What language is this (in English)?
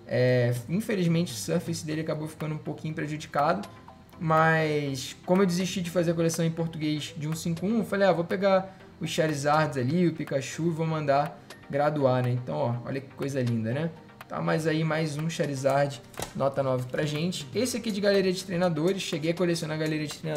Portuguese